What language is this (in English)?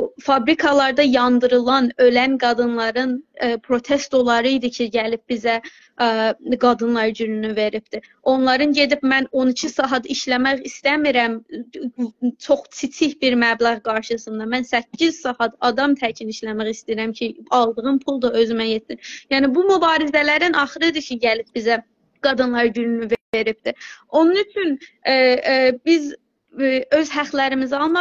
South Azerbaijani